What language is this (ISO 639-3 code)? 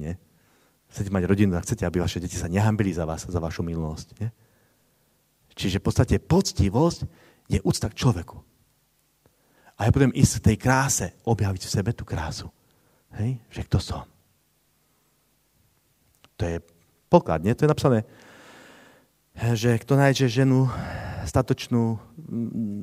slk